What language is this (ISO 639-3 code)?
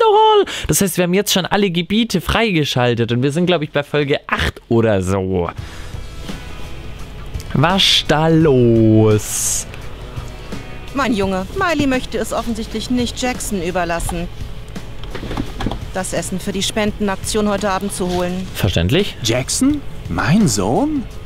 deu